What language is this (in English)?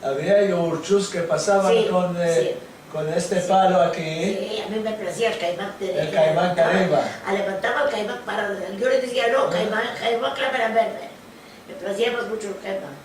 Ladino